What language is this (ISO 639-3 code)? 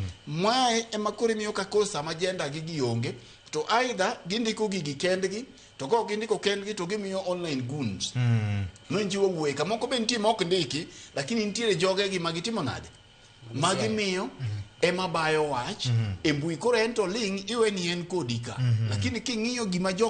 luo